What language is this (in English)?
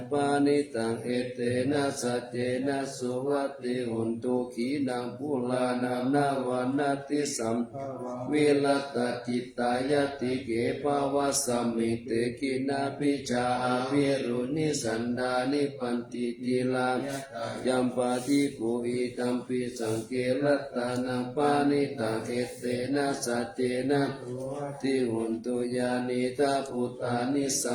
Pali